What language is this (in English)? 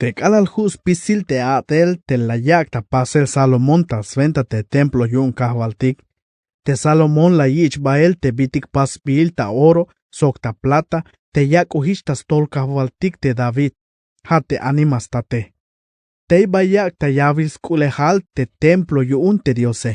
Tzeltal